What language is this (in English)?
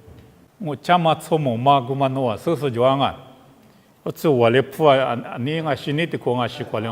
Lisu